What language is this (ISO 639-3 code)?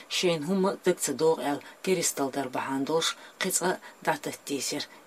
che